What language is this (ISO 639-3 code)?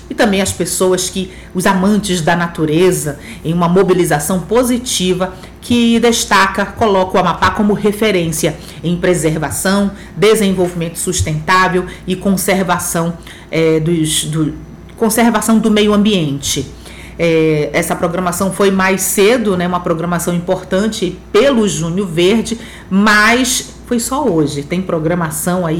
por